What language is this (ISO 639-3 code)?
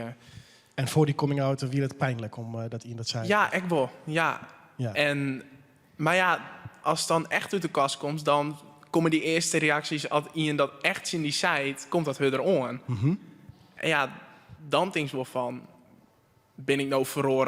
fry